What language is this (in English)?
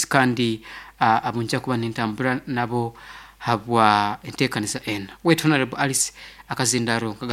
Nyankole